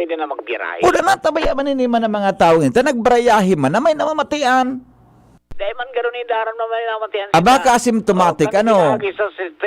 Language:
Bikol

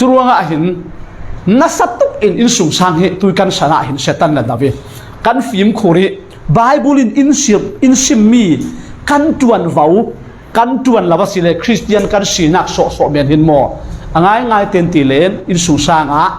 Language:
Falam Chin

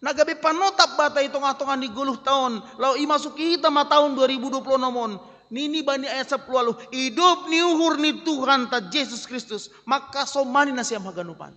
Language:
Batak Simalungun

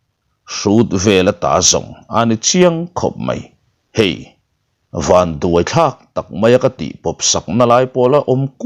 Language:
Mizo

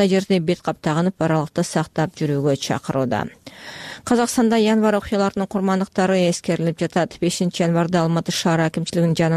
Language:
Kyrgyz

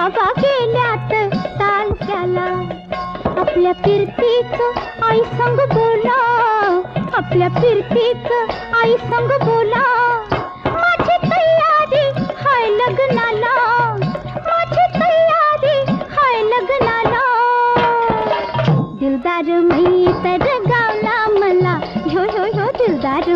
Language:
Marathi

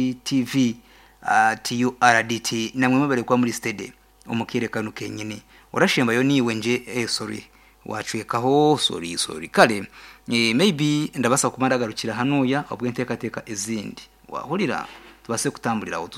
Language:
Nyankole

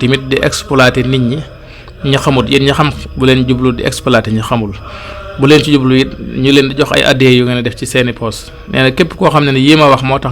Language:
Wolof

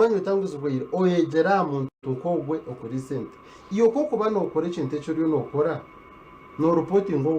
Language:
Nyankole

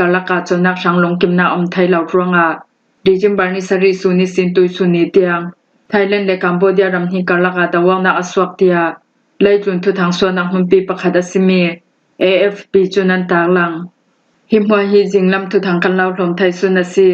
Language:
Falam Chin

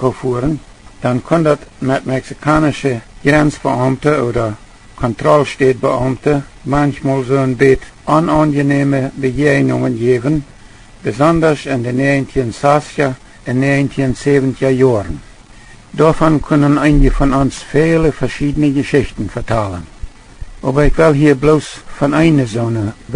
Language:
Plautdietsch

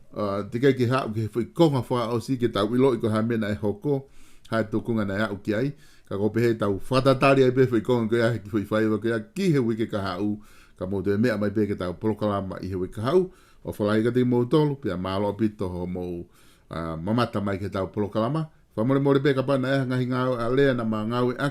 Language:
Tongan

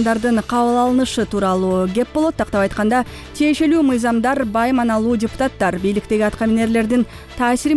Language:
Kyrgyz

